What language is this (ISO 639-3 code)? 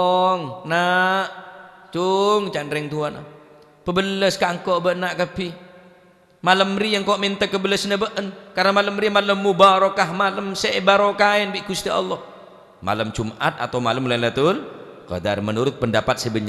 mad